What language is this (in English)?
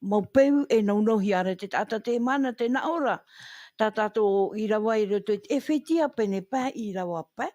Tahitian